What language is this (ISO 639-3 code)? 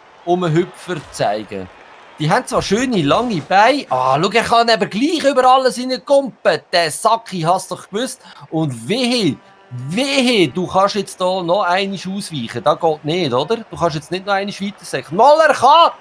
gsw